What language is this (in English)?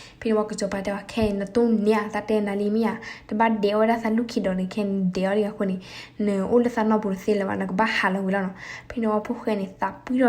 S'gaw Karen